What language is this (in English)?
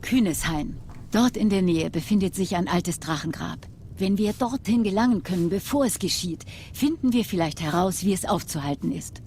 Swiss German